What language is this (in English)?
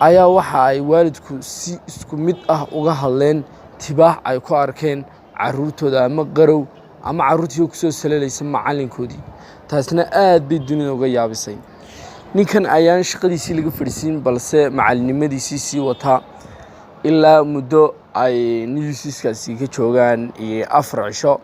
Somali